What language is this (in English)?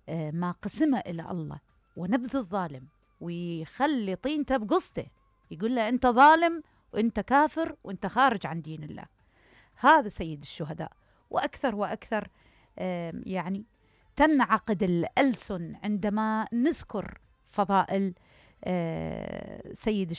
Mesopotamian Arabic